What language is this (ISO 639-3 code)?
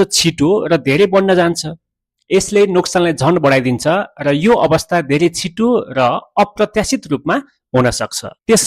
nep